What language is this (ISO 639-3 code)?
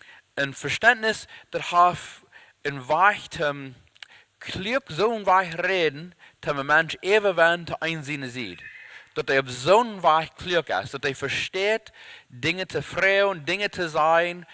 pdt